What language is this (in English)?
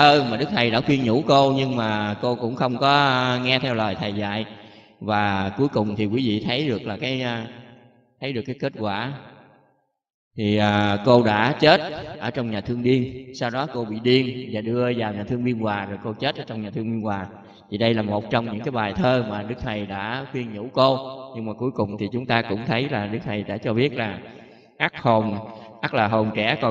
Vietnamese